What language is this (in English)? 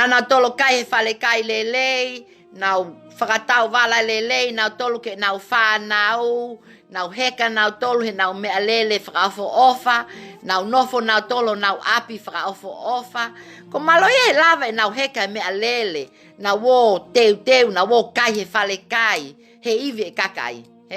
Tongan